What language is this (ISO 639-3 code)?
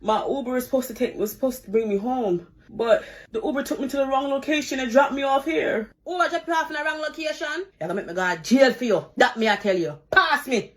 jam